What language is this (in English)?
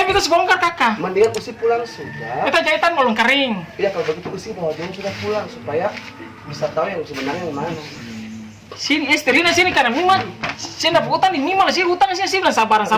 Ambonese Malay